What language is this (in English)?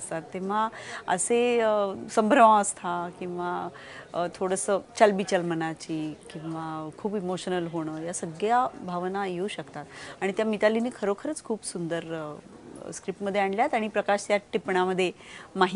Marathi